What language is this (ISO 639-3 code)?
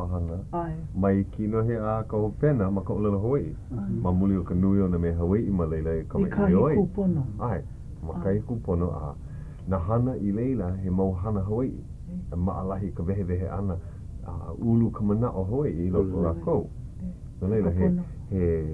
haw